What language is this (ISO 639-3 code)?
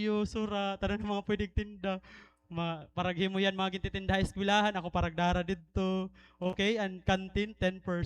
war